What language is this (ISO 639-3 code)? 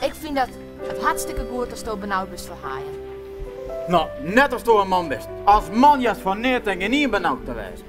fry